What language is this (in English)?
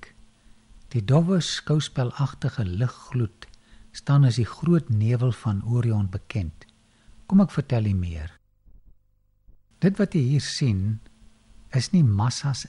Afrikaans